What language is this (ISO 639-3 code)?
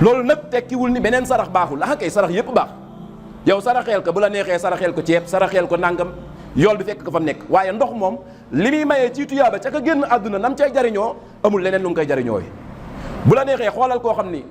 wol